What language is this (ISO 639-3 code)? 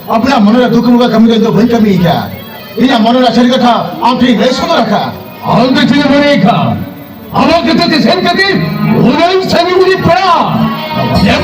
sat